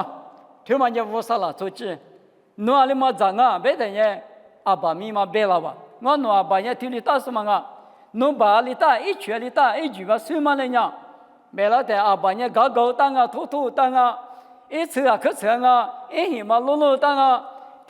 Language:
Lisu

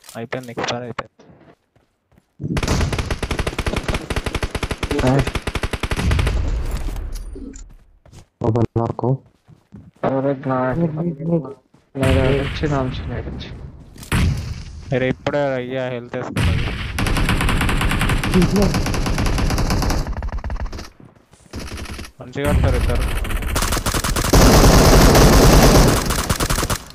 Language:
Telugu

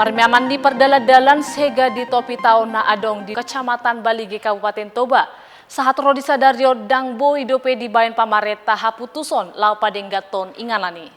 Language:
Batak Toba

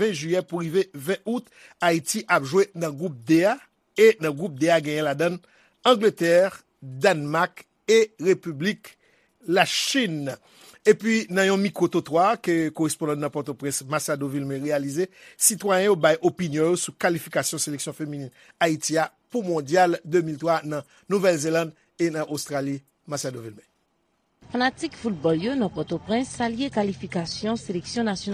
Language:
Haitian Creole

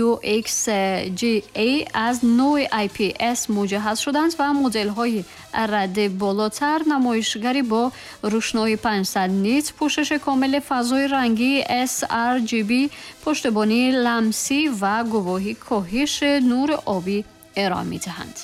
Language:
Tajik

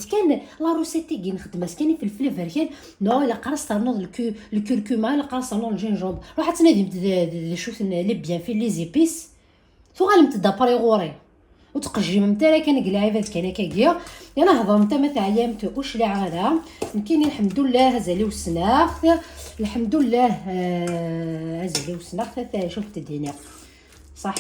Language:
Kabyle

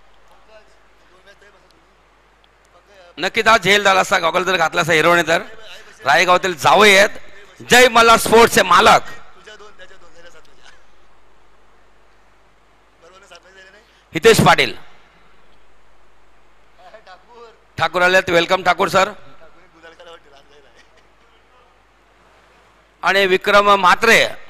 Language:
Marathi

